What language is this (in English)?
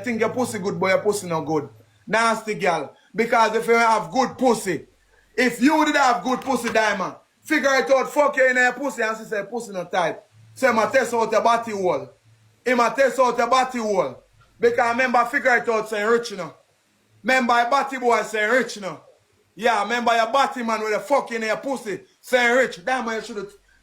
Jamaican Creole English